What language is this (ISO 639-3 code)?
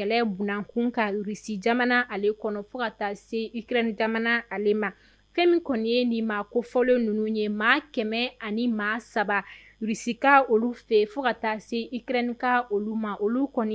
bam